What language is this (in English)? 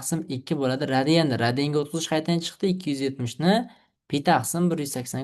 Uzbek